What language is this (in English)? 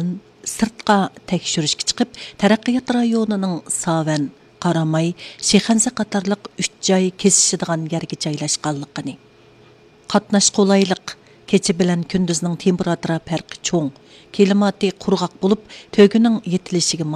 Uyghur